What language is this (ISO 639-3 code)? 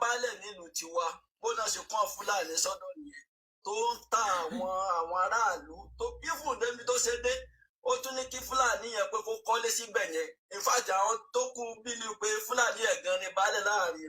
yor